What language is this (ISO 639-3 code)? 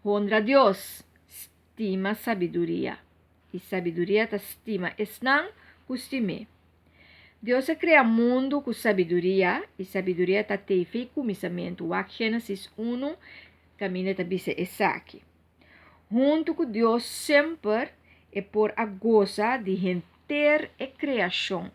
pap